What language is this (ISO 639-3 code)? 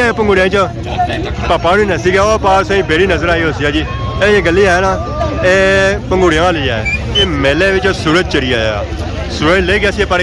phr